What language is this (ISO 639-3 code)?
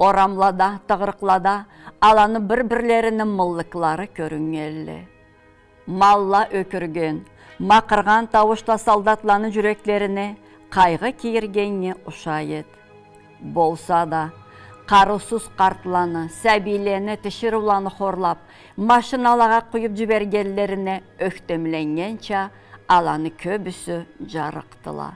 krc